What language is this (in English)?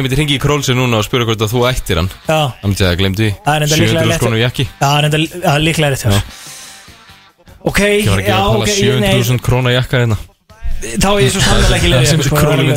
Icelandic